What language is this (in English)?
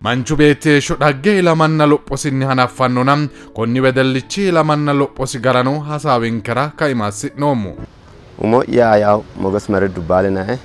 Sidamo